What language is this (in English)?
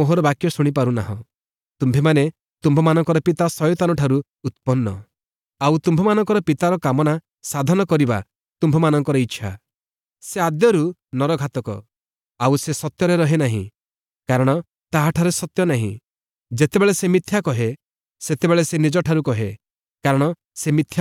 Odia